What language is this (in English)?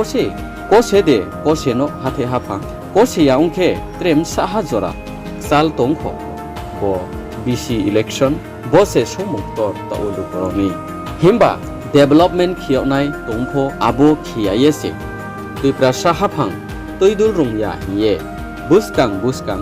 Riang (India)